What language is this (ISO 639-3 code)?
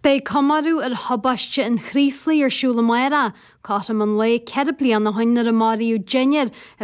gle